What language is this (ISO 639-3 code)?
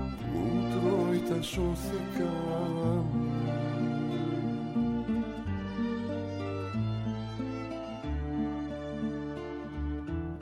ell